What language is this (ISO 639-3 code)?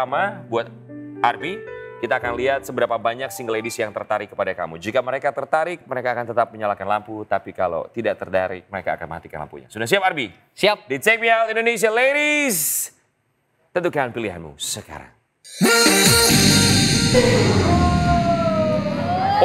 ind